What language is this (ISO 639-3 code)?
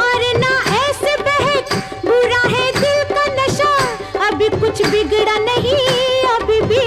hin